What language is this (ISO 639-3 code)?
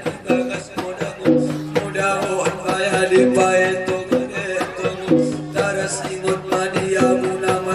akb